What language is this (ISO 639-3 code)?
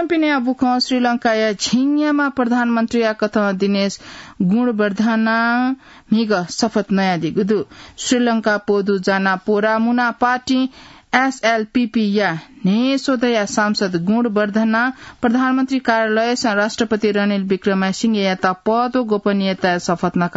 new